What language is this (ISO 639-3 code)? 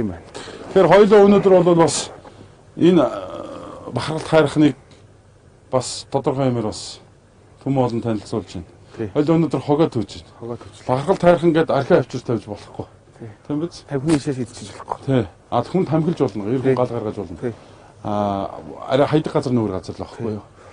mon